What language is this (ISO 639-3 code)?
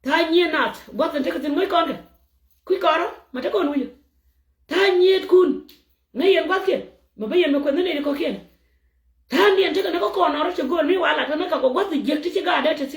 nus